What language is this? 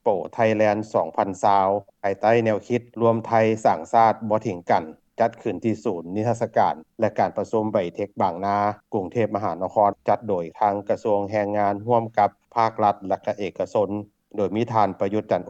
Lao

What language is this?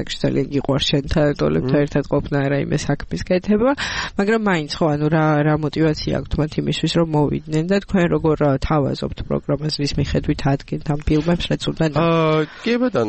Georgian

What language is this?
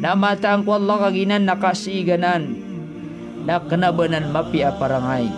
Maranao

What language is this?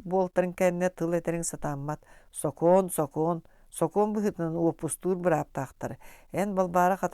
Yakut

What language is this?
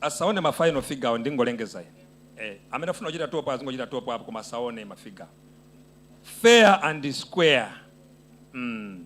Nyanja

